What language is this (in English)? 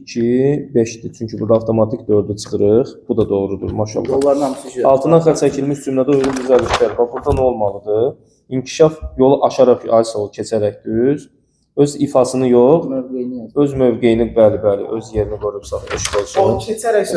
Azerbaijani